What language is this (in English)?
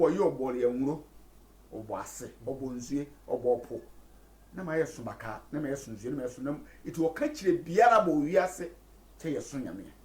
Sehwi